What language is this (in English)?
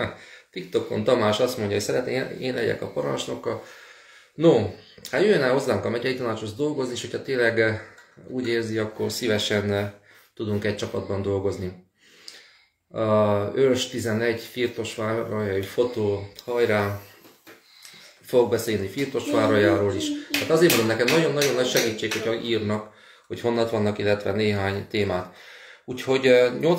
Hungarian